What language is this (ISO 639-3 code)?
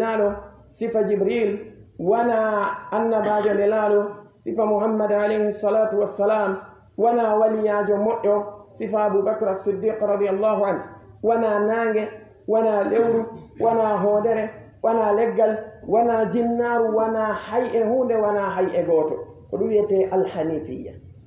ful